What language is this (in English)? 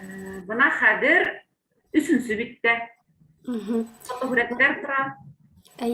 Bashkir